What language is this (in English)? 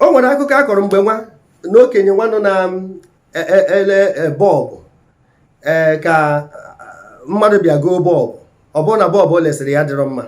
Igbo